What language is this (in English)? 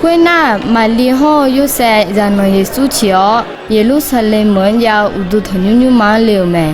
Akha